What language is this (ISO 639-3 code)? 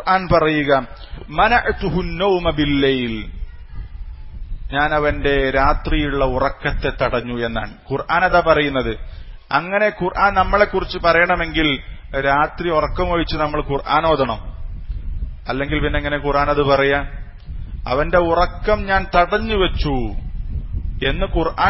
mal